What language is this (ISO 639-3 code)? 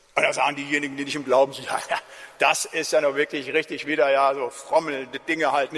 deu